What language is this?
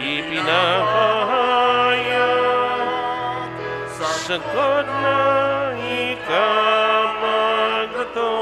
Bikol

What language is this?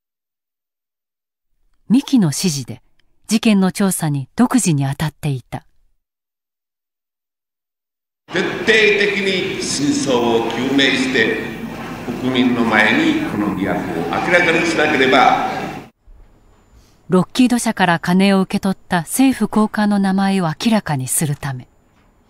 Japanese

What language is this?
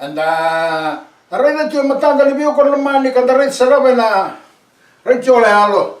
Fijian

